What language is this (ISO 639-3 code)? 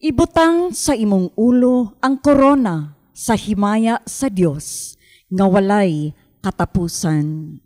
ceb